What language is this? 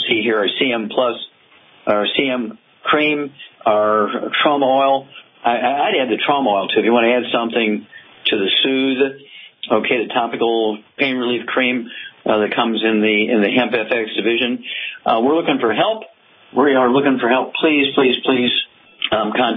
English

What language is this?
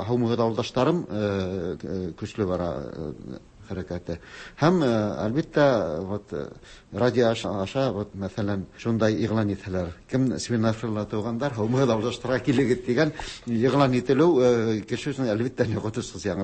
Tatar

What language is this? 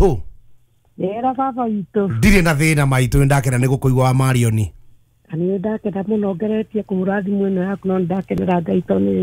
Kikuyu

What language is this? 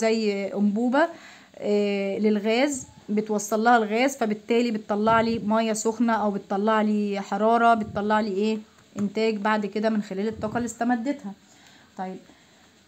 Egyptian Arabic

